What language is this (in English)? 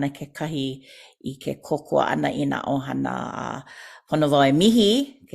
Hawaiian